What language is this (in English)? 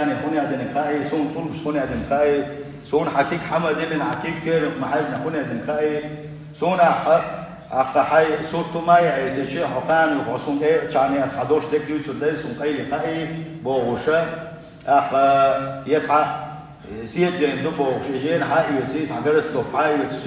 Chechen